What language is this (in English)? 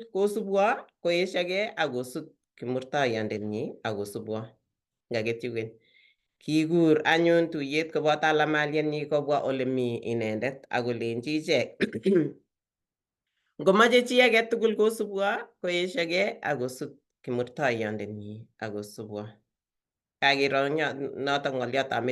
Kalenjin